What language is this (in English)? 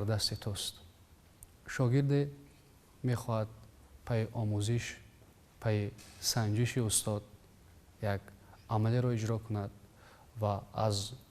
Tajik